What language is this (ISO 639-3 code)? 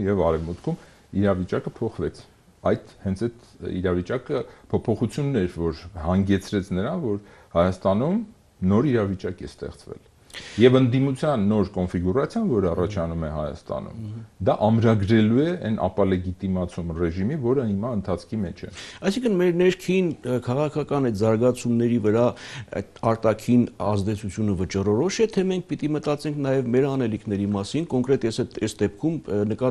hye